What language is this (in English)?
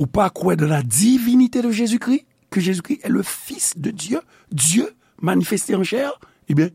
Haitian Creole